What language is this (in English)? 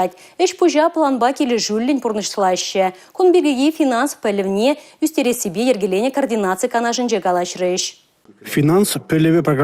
Chuvash